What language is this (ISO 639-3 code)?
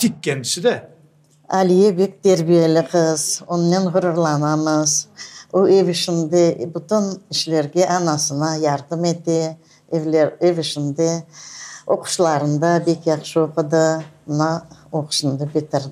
crh